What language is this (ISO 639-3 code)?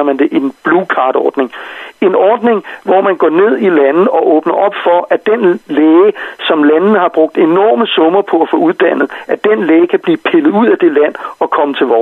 dan